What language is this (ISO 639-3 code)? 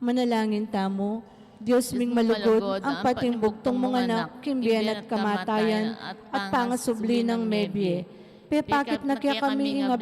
pam